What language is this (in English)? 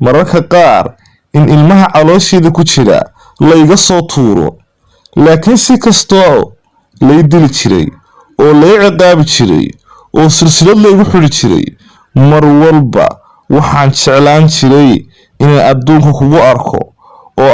Somali